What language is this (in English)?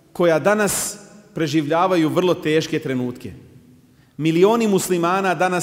Bosnian